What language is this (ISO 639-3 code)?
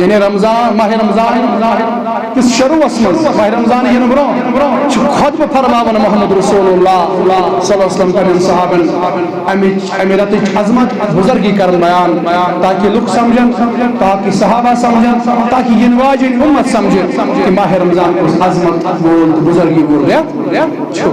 kas